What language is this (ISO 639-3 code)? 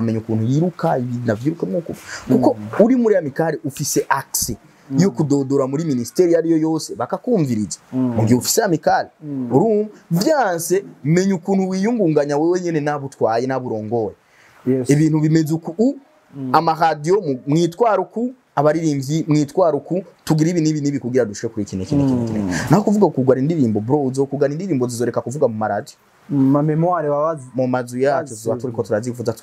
run